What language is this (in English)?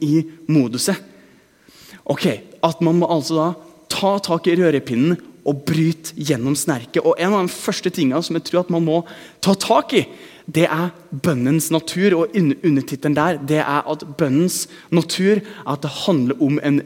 Norwegian